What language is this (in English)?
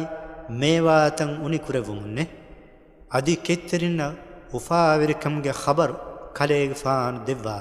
Divehi